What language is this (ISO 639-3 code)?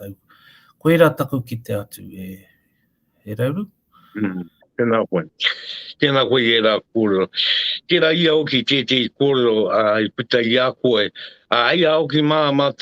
mri